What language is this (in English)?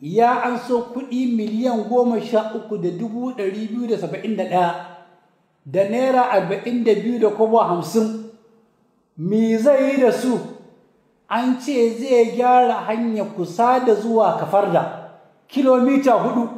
Hausa